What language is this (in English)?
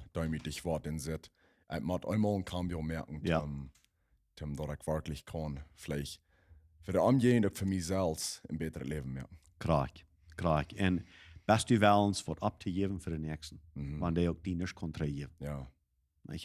Plautdietsch